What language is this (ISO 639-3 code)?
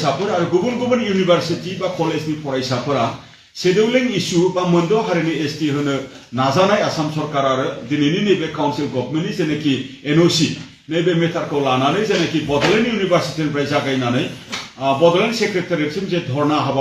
brx